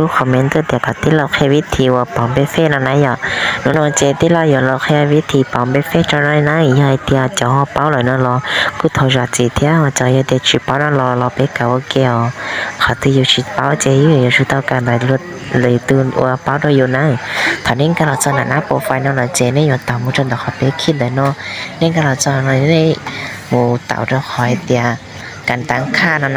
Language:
Hmong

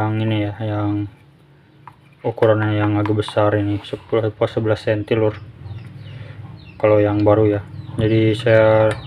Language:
Indonesian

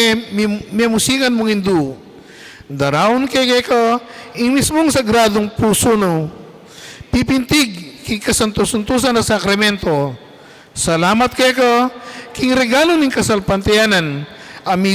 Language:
Pampanga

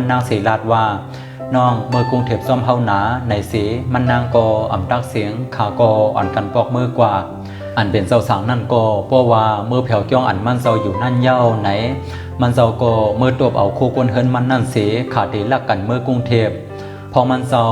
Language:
Shan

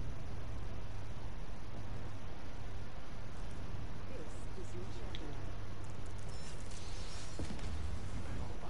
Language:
Malay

